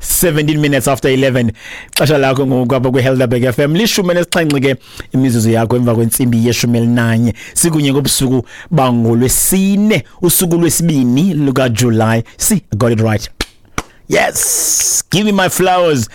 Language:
Xhosa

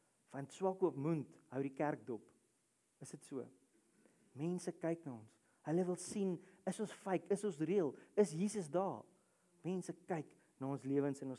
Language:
Afrikaans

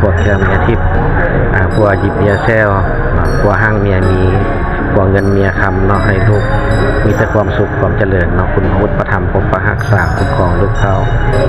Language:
Lao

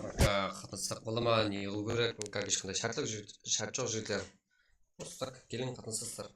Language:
Kara-Kalpak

